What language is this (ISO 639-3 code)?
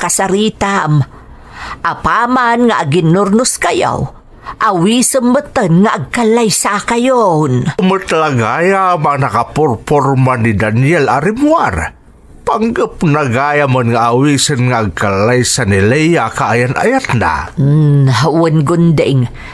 ilo